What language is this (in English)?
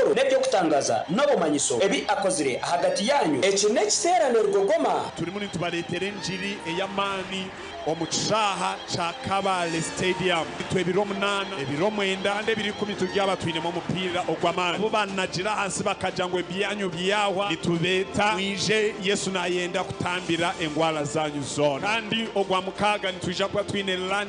Nyankole